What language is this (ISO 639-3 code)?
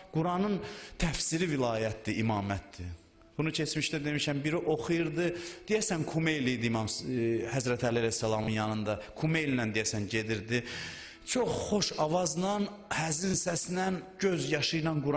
aze